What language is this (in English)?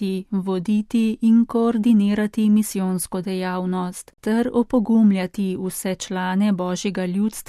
Slovenian